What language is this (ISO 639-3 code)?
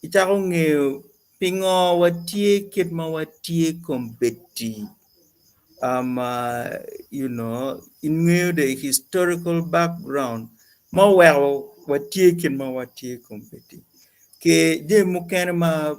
ach